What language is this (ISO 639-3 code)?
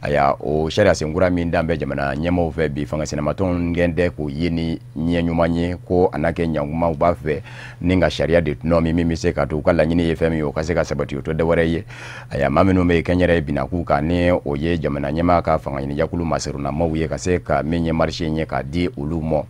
bam